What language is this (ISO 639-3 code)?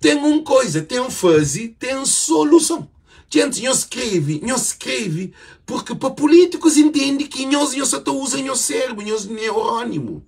kea